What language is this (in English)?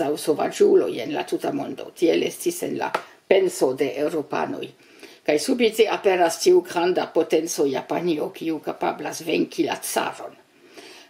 Esperanto